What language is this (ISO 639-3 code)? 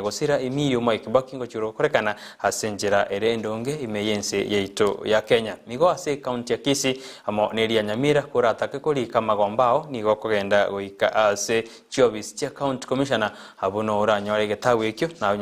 guz